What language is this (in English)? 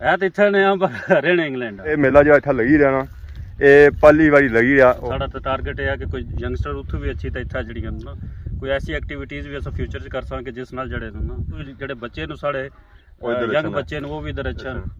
Pahari-Potwari